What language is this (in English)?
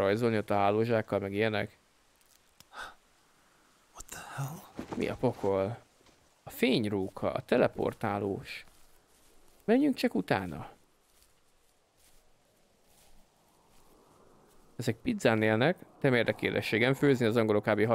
Hungarian